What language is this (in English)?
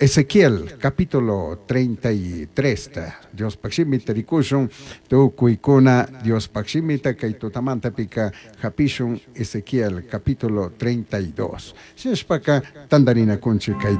Chimborazo Highland Quichua